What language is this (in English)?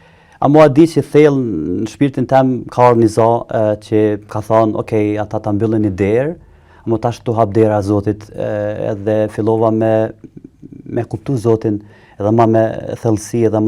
Albanian